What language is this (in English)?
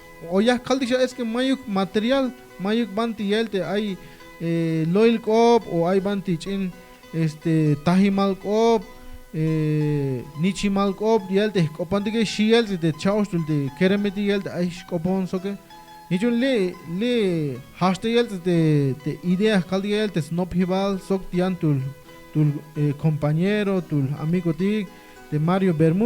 Tzeltal